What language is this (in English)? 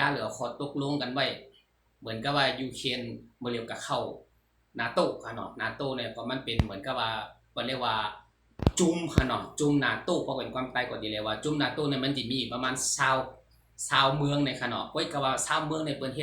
Shan